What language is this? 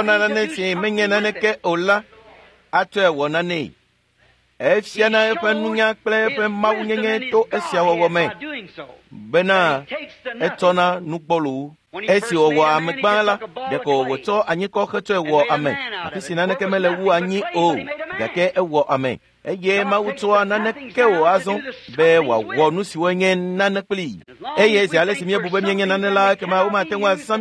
Ewe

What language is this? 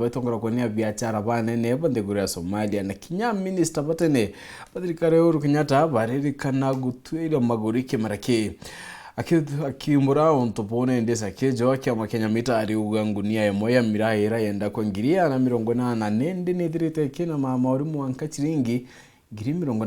Meru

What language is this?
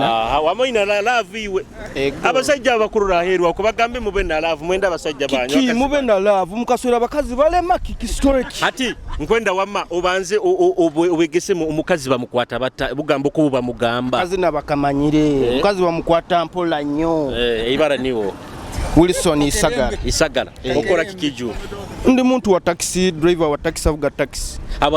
Nyoro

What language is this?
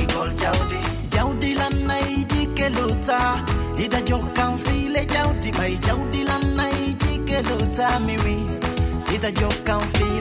French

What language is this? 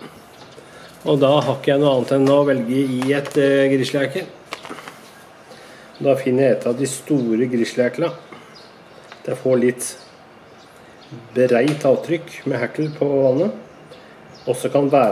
Norwegian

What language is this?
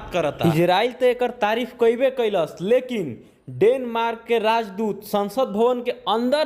Bhojpuri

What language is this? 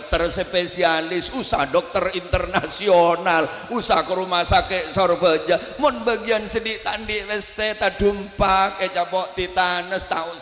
Madurese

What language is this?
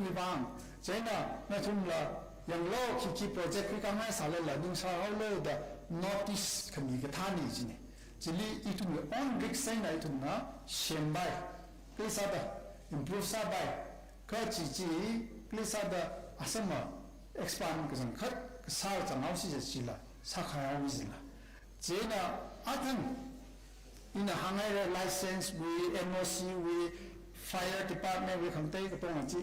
Tangkhul Naga (India)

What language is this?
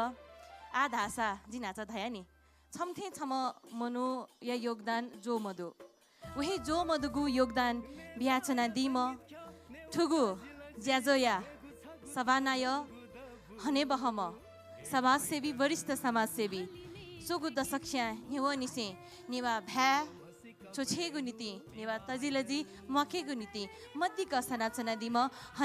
Newari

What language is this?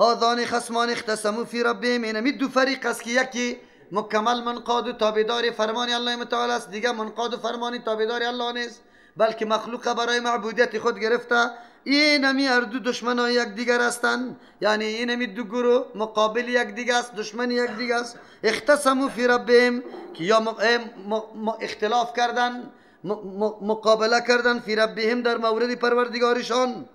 Persian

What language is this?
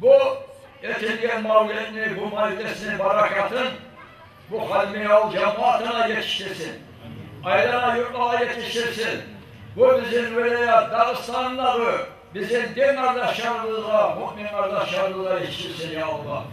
Kumyk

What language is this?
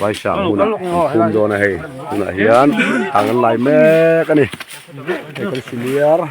Mizo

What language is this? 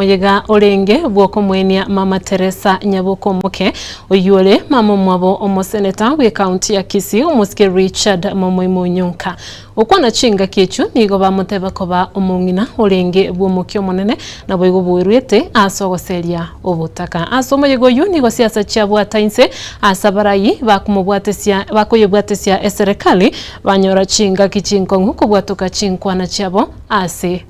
Gusii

